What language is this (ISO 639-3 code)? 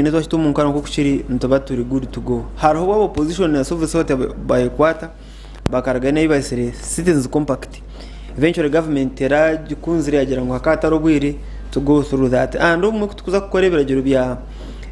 nyn